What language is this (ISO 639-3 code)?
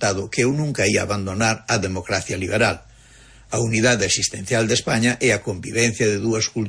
glg